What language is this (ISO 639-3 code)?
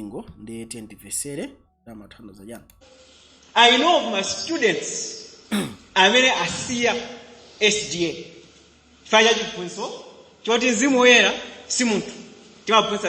nya